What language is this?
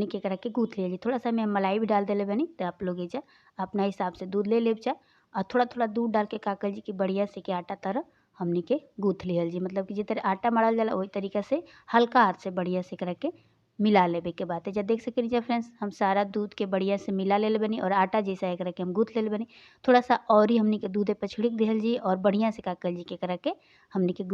Bhojpuri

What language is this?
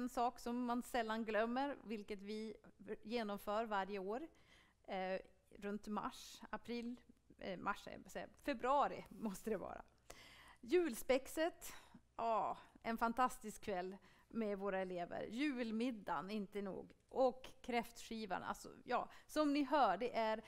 Swedish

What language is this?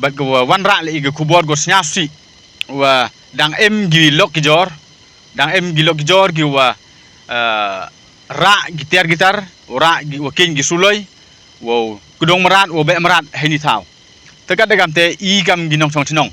Pnar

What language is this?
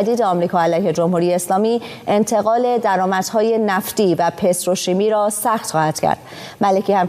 Persian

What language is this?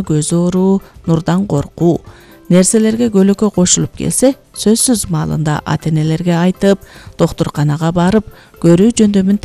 Kyrgyz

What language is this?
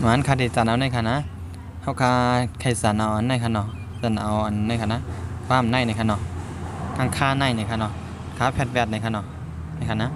Shan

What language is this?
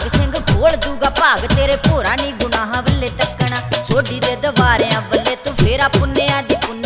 Punjabi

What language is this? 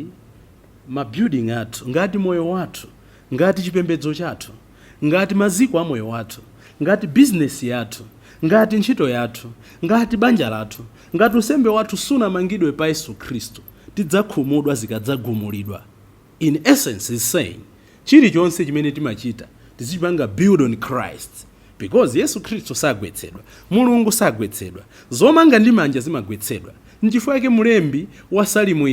Nyanja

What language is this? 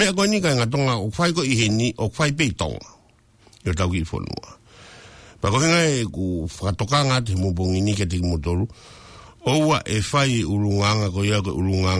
Tongan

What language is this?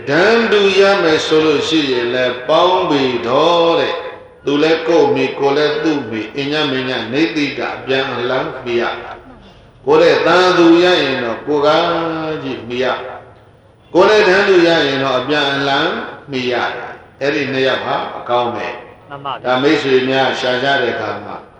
Burmese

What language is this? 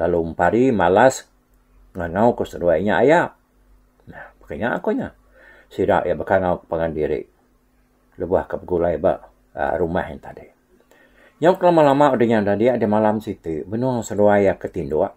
Iban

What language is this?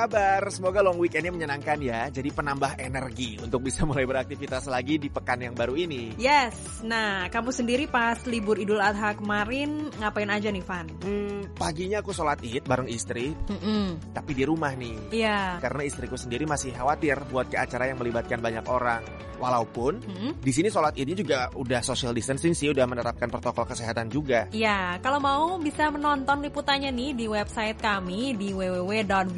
Indonesian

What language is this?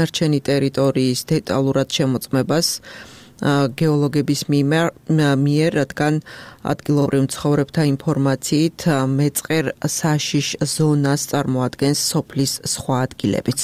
Georgian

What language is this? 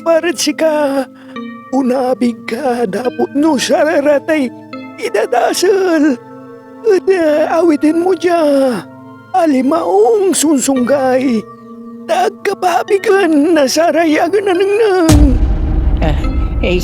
Pangasinan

